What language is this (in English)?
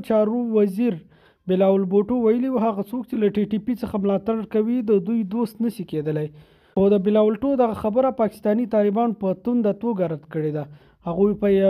Pashto